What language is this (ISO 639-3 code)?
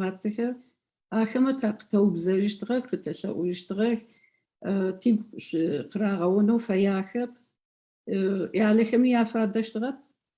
ady